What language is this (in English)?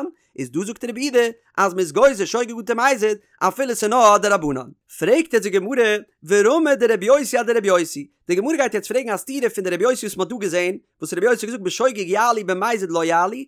Yiddish